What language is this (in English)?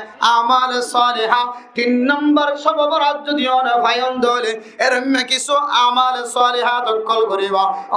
Rohingya